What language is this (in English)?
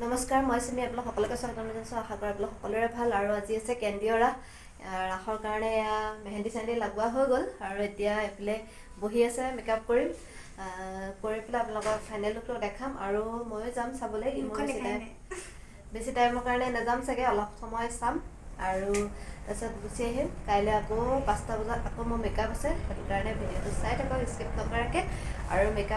Assamese